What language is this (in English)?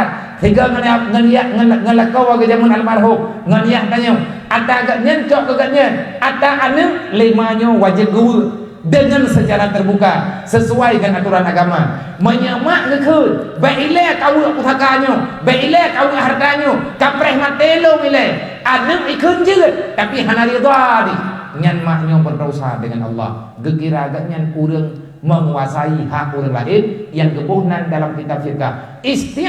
Achinese